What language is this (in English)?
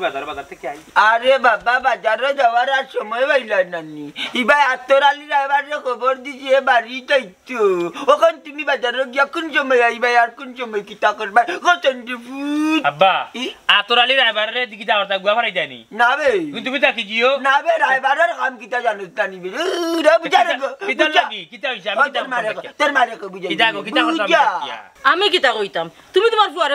Sylheti